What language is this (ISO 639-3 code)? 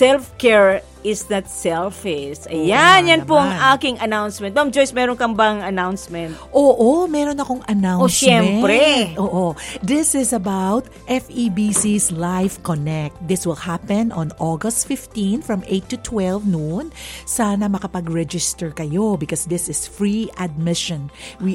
fil